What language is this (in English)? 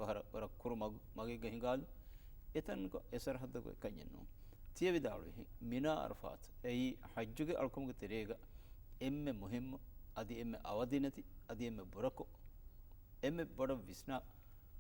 Divehi